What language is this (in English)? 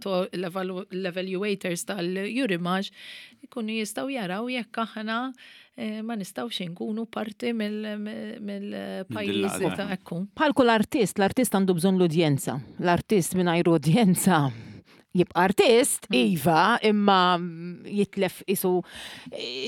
Maltese